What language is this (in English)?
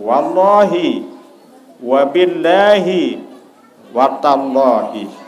Sasak